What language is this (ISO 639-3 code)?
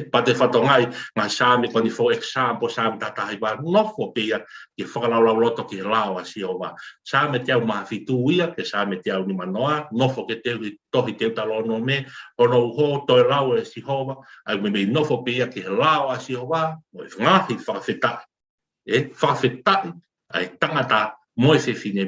ton